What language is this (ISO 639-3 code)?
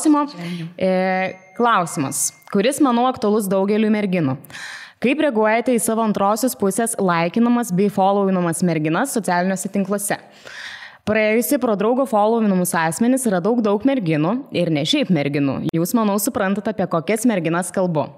lit